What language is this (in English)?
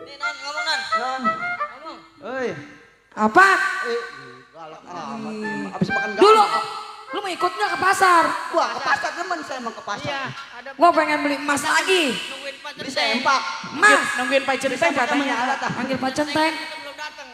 Betawi